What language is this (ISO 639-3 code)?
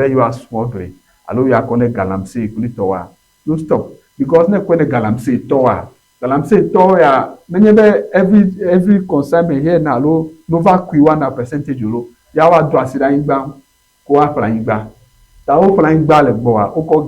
ewe